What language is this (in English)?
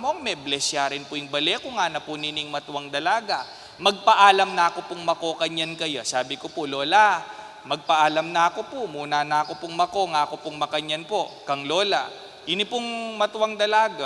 Pampanga